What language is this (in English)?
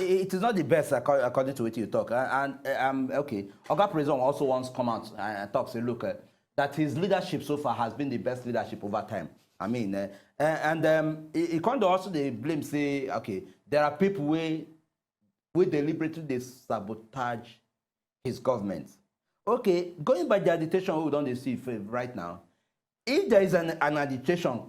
Nigerian Pidgin